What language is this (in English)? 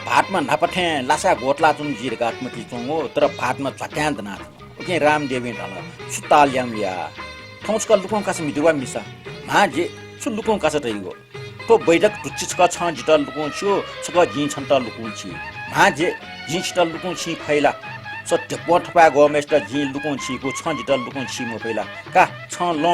Newari